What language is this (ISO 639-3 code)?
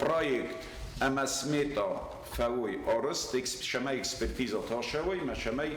oss